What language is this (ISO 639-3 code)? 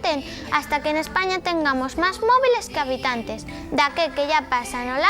ast